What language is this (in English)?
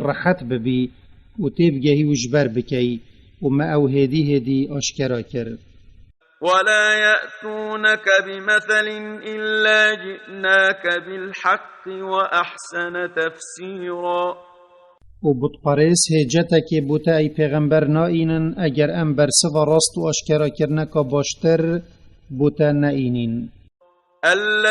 Kurdish